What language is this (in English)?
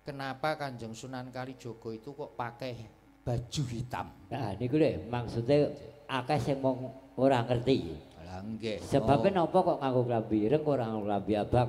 Javanese